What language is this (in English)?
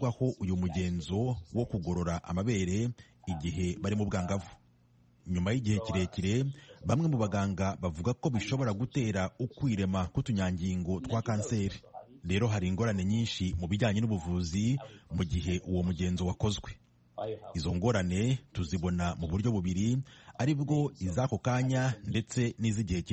Kinyarwanda